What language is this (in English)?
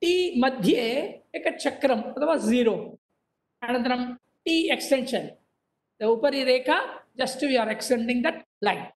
Sanskrit